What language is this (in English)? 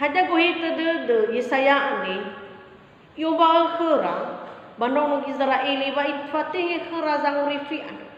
Nias